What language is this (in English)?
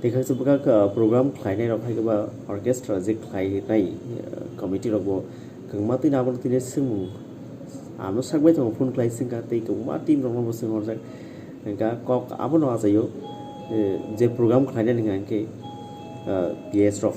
Kok Borok